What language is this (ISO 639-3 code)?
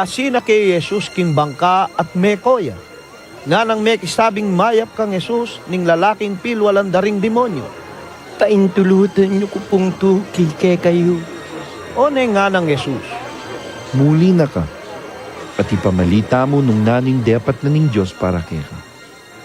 pam